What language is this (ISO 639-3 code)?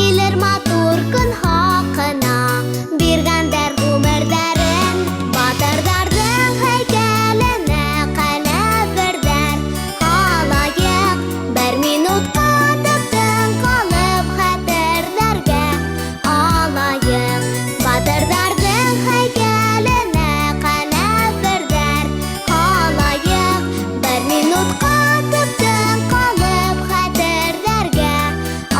bak